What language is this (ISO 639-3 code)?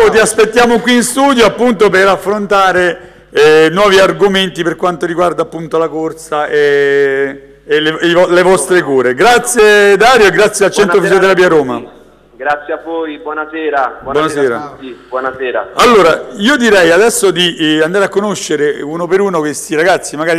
ita